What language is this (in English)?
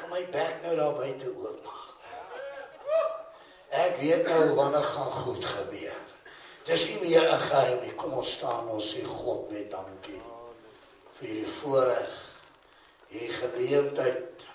Afrikaans